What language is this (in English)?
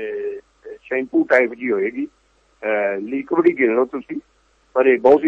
Punjabi